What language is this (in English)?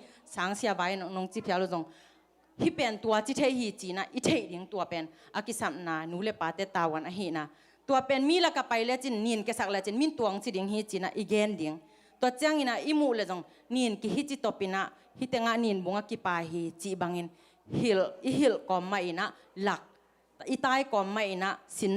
Tedim Chin